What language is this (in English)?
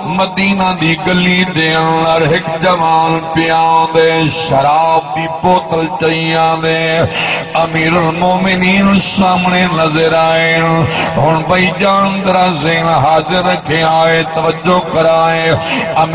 Saraiki